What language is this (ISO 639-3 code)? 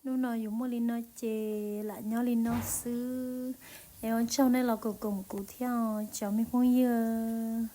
hmn